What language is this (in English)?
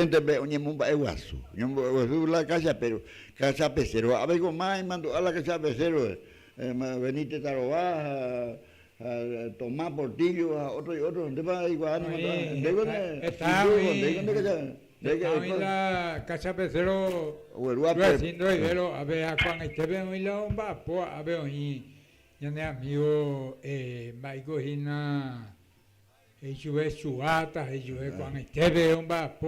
Guarani